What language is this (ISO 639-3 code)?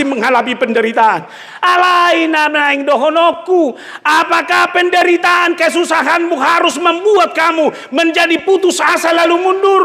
bbc